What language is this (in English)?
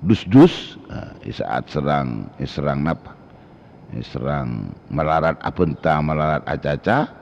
Madurese